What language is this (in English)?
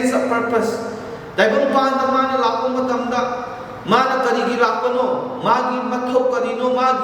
Manipuri